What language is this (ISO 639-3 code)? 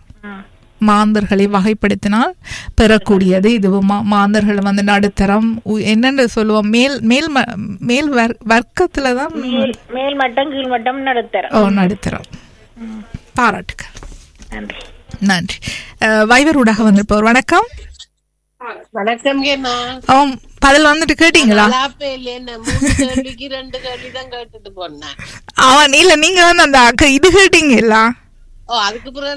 tam